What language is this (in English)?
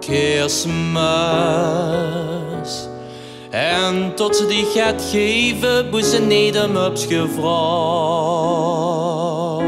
Limburgish